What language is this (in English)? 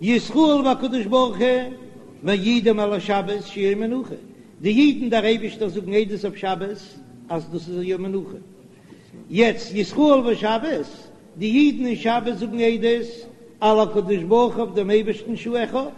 Yiddish